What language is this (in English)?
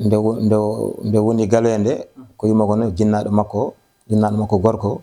Fula